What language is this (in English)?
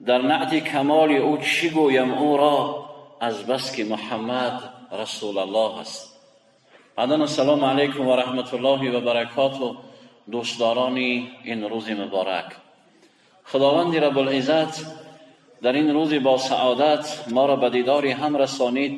Tajik